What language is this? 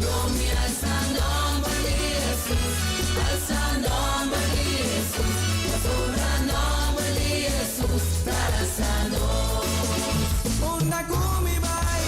Papiamento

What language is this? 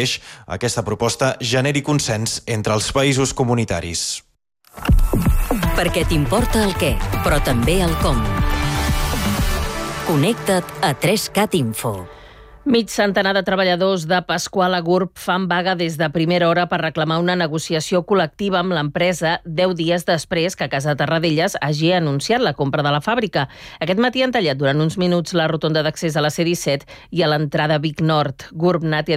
Catalan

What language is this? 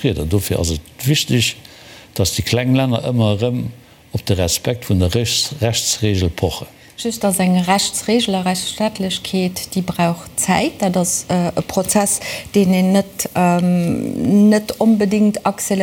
Luxembourgish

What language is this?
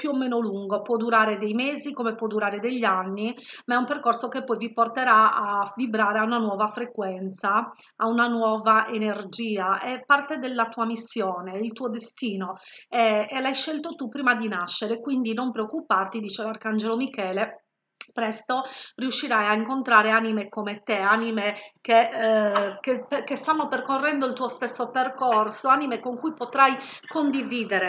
Italian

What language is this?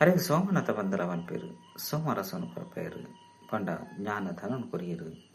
Tulu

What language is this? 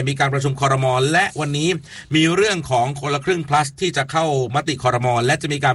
Thai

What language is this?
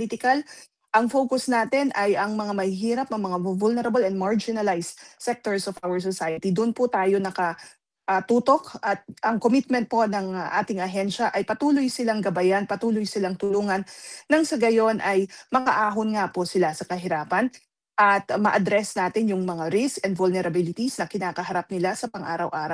Filipino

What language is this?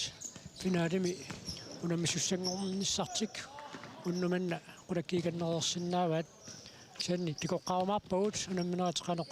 Kalaallisut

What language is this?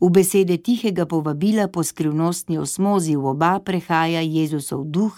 Slovenian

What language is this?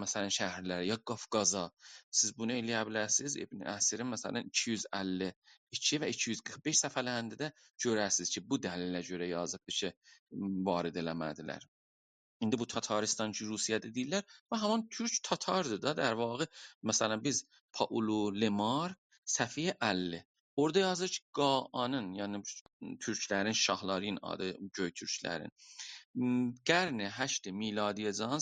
South Azerbaijani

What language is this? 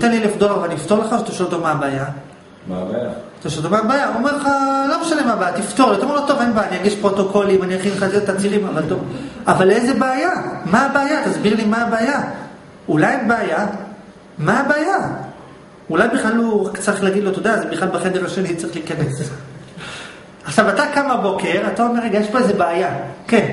Hebrew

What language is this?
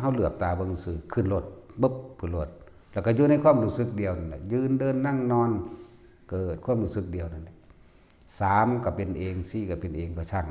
Northeastern Thai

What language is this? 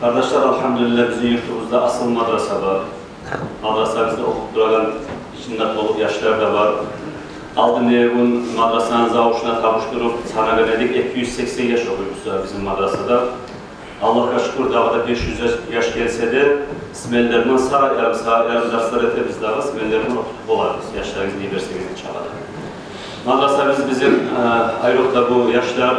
Kumyk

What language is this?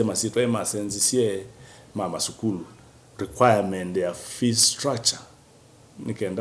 Kamba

